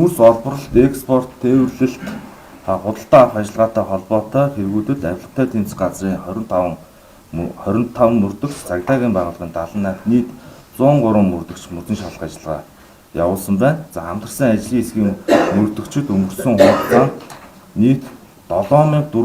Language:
Mongolian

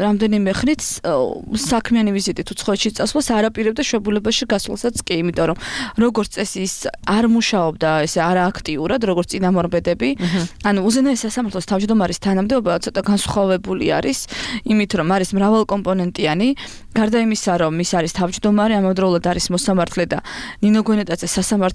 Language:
Georgian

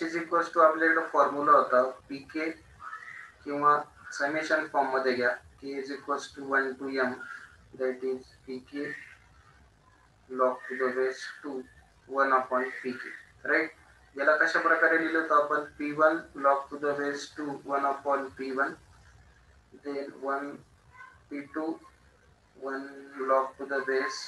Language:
Marathi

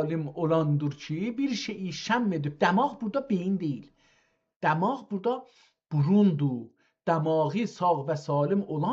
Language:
South Azerbaijani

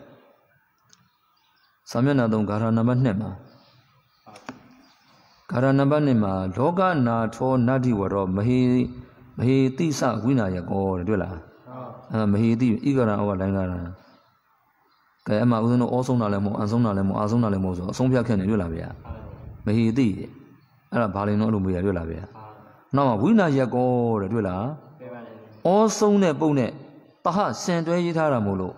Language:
Burmese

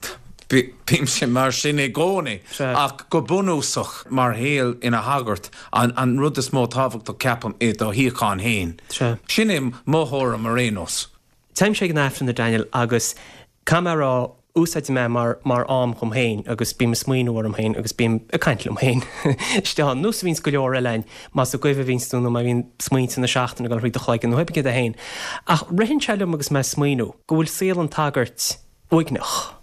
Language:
Irish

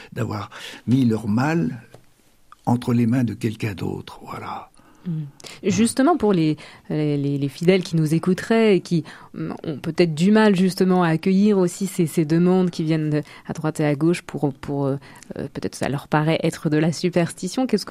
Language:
French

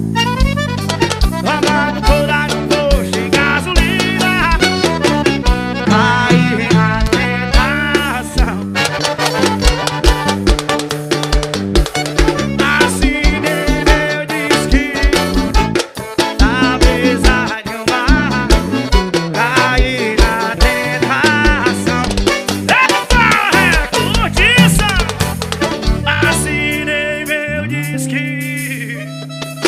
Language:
Portuguese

